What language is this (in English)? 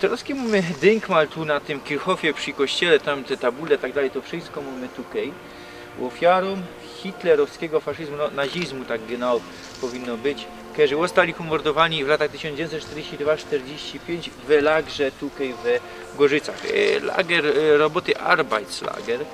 Silesian